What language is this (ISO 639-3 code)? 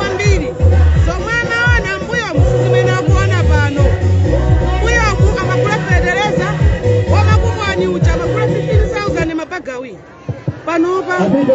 nya